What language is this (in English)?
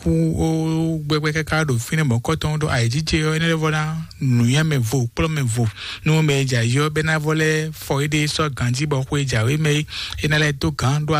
Fon